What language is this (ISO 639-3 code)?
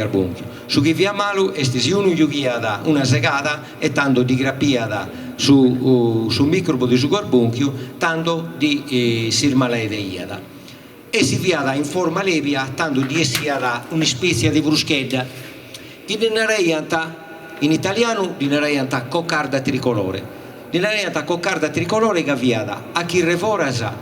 srd